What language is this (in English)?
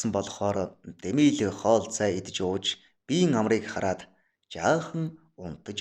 Mongolian